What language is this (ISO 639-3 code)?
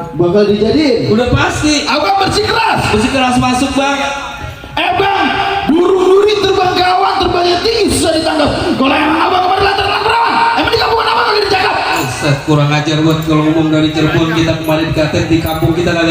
bew